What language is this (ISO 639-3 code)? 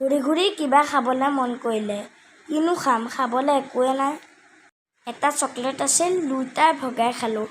asm